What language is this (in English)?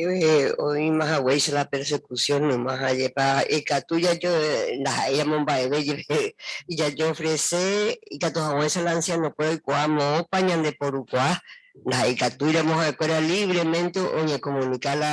Guarani